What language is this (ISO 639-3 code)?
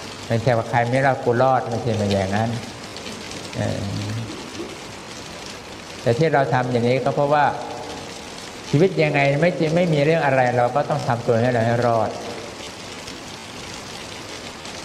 tha